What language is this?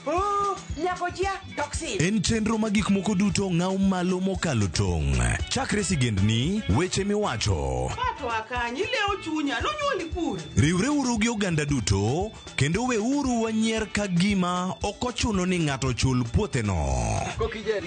Luo (Kenya and Tanzania)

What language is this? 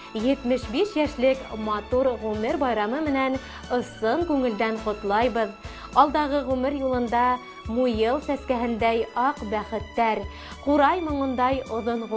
Bashkir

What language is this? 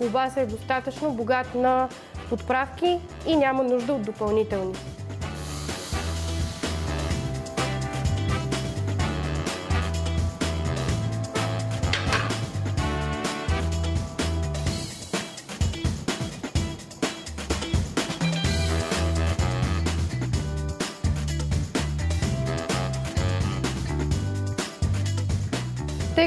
Bulgarian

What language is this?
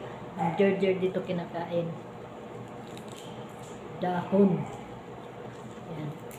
Filipino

